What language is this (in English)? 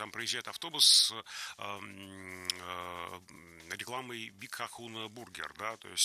Russian